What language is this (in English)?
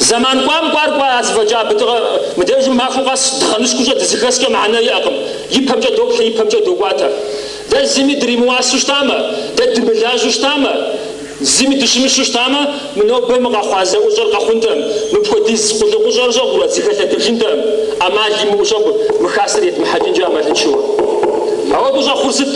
Kabardian